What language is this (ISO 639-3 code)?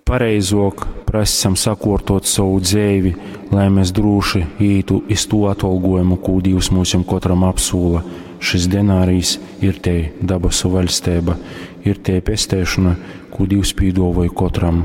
ltg